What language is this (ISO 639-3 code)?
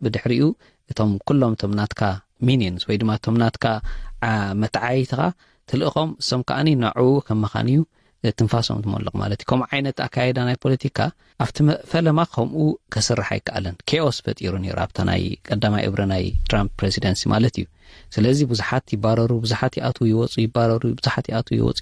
tir